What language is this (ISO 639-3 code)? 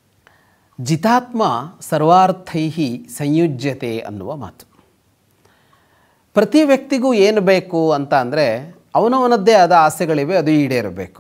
kan